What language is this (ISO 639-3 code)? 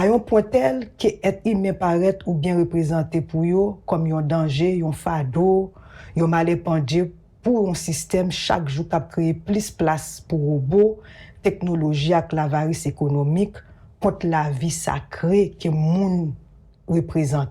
hat